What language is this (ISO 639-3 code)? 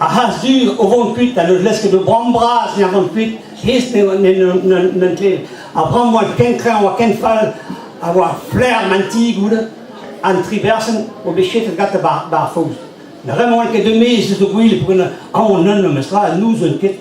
bre